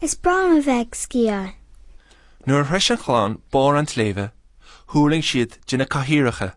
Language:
Irish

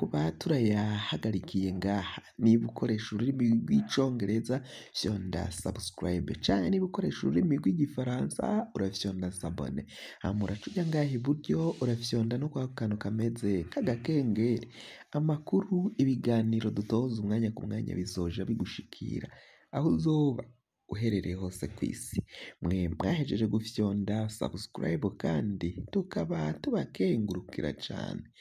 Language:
Rundi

